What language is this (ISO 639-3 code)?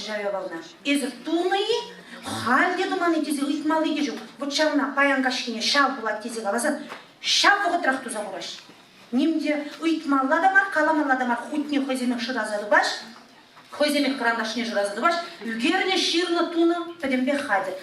chv